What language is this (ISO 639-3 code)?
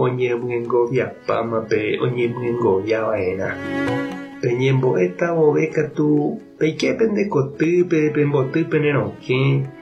grn